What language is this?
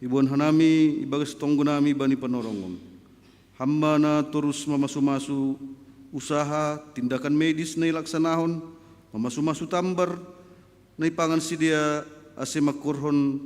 Batak Simalungun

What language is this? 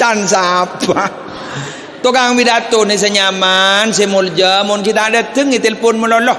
Madurese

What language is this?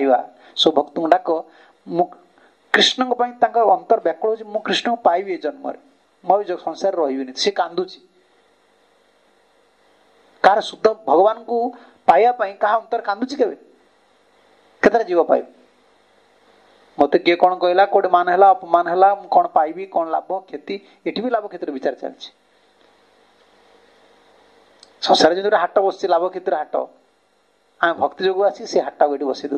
Odia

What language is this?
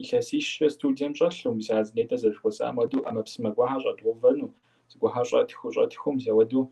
Kabardian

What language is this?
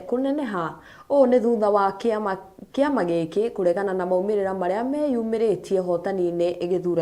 Kikuyu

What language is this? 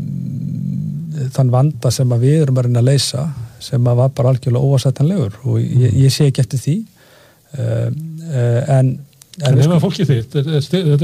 Icelandic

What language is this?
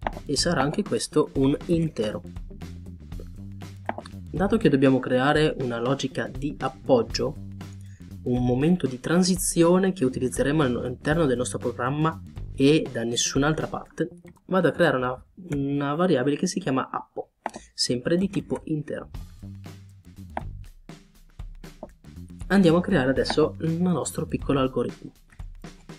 Italian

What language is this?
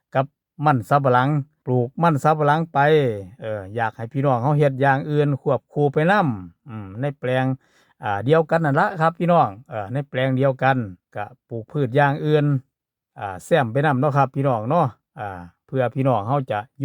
Northeastern Thai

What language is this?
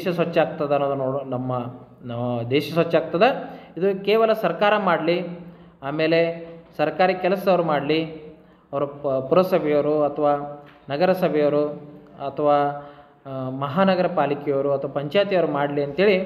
Kannada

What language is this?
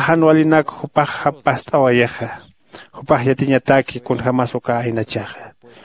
Aymara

